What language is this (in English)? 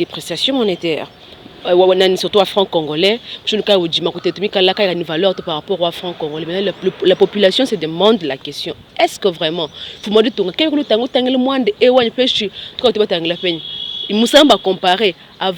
Luba-Lulua